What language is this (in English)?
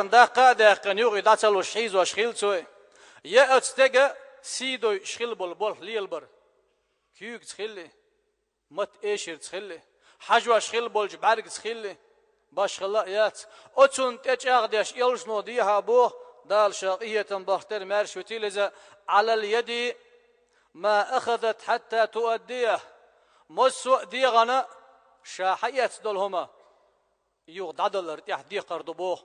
Chechen